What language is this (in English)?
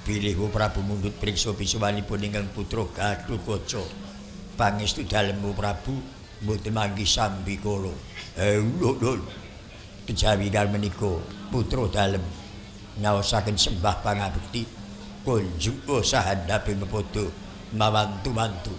Javanese